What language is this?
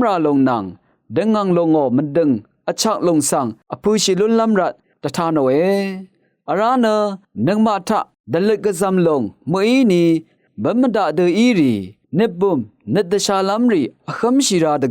Rawang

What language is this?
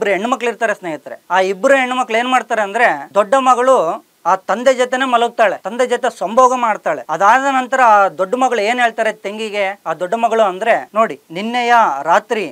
Kannada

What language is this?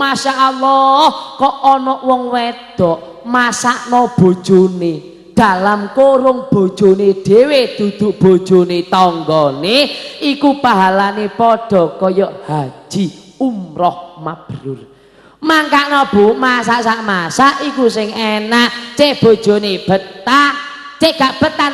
Javanese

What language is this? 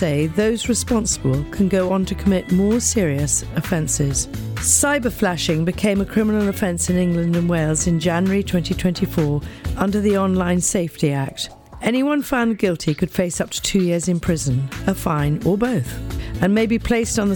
English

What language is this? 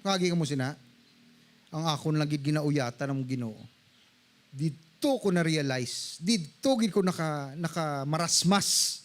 Hiligaynon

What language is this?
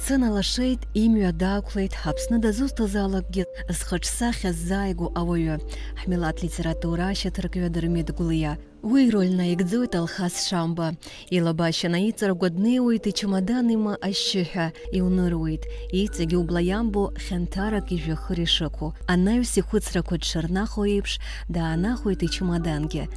Abkhazian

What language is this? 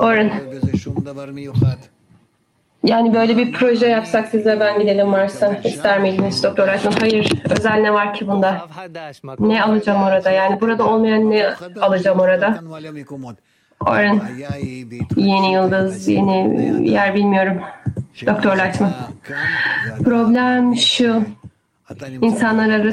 Turkish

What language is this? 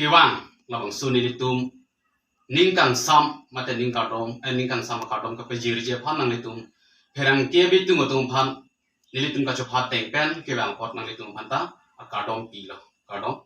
Karbi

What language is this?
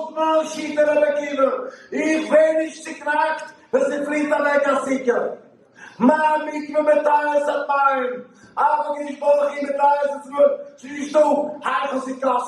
Yiddish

